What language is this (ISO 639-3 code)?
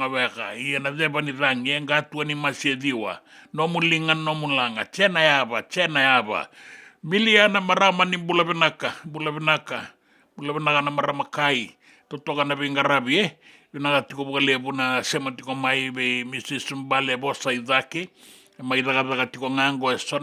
fij